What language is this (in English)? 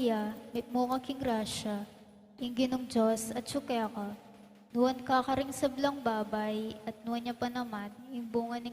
Pampanga